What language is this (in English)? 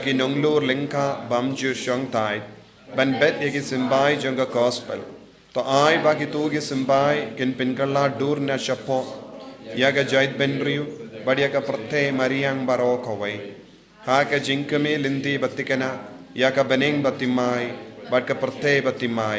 Khasi